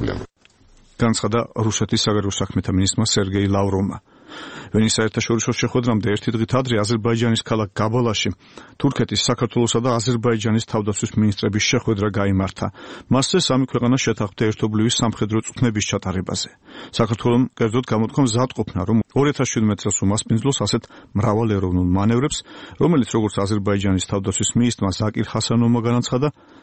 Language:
Georgian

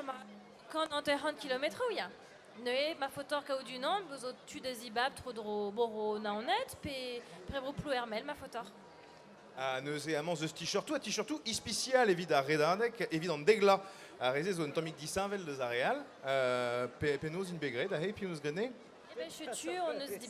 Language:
Breton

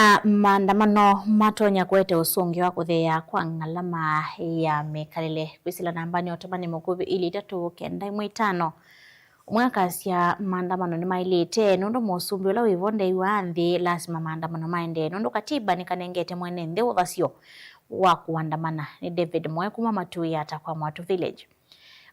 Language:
Kamba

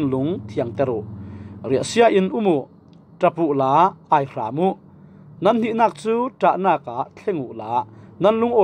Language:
Falam Chin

